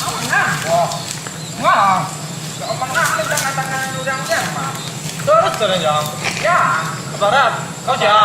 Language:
Minangkabau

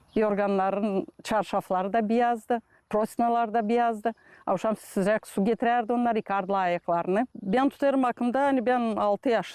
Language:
Gagauz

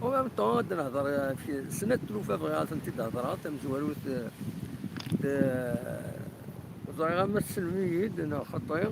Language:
Kabyle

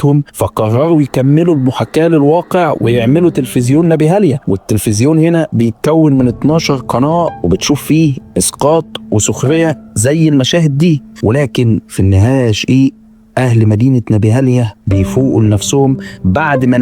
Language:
Egyptian Arabic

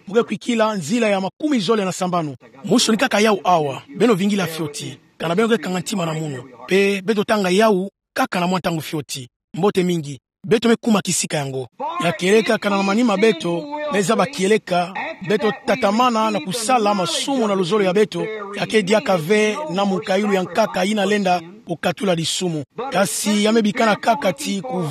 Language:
Kituba (Democratic Republic of Congo)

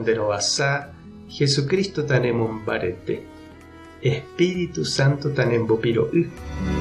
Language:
Guarani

